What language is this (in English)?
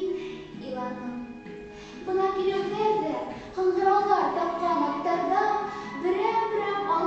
Bashkir